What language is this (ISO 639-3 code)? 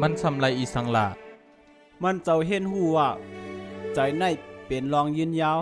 shn